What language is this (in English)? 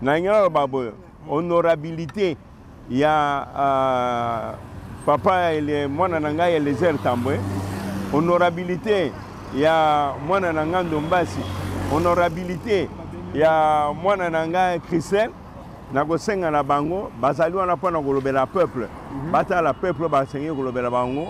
Lingala